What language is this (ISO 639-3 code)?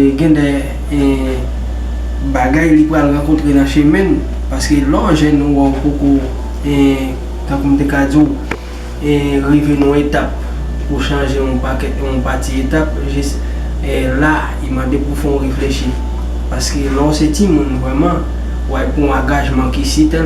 hat